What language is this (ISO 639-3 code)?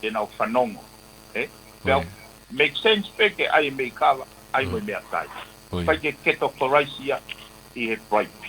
ton